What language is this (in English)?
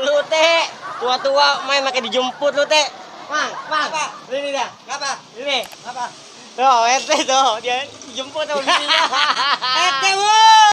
Betawi